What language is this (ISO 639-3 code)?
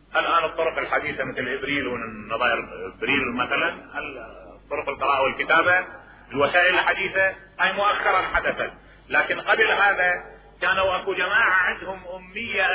acm